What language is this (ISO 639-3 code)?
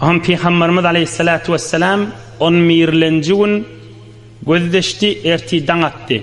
tuk